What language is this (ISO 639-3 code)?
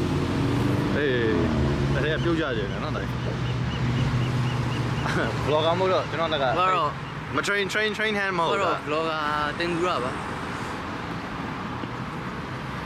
mya